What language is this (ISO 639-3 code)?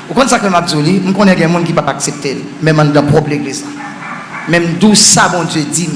hat